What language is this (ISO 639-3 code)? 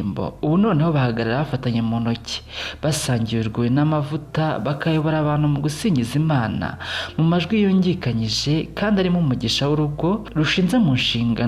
kin